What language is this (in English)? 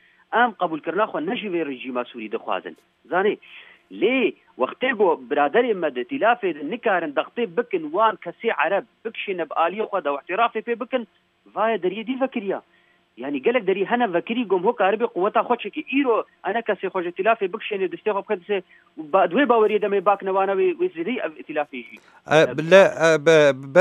Kurdish